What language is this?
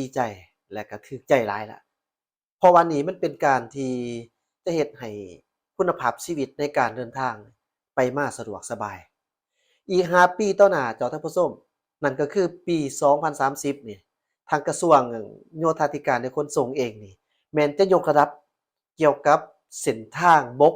Lao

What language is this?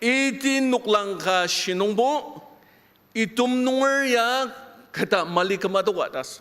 Ao Naga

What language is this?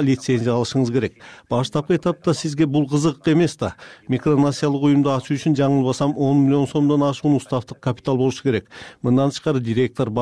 Kyrgyz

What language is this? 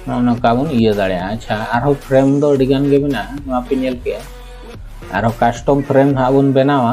Santali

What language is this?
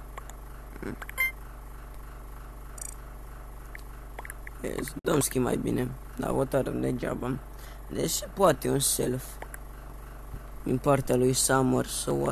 Romanian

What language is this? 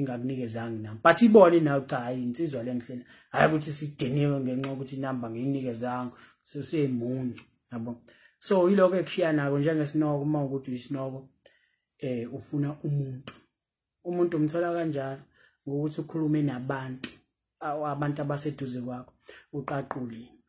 Zulu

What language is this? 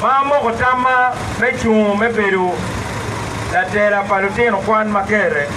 Acoli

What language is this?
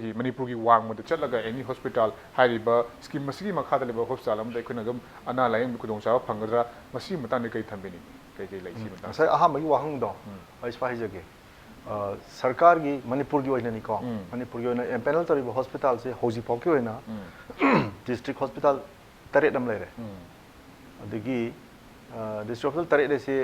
Manipuri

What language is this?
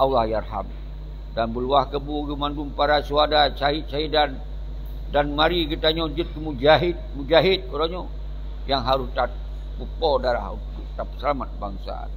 Achinese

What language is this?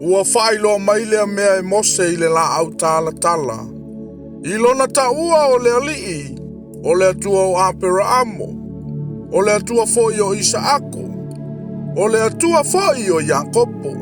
Samoan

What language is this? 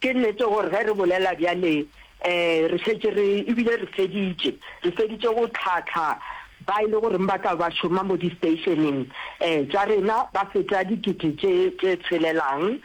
Northern Sotho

